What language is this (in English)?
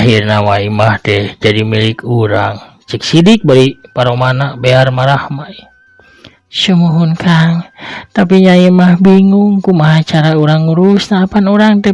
Sundanese